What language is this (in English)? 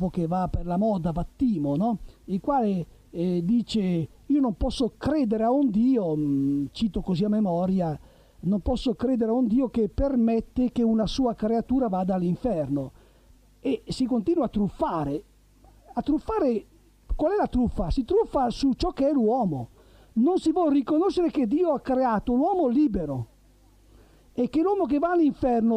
Italian